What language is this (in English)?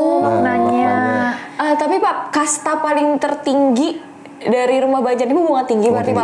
Banjar